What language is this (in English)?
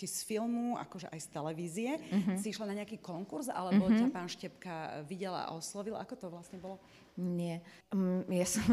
Slovak